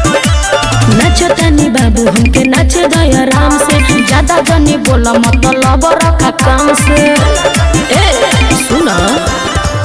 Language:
Bhojpuri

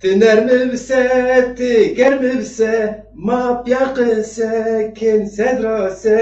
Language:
Zaza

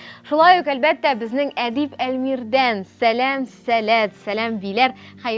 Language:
Tatar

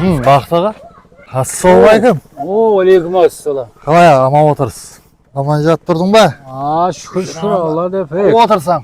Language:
Kara-Kalpak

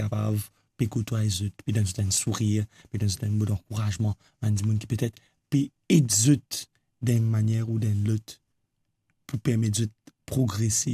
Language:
Morisyen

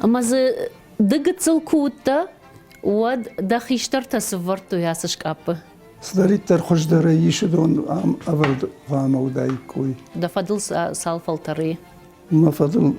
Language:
Ossetic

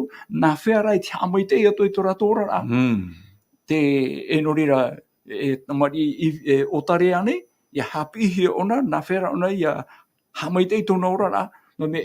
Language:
Tahitian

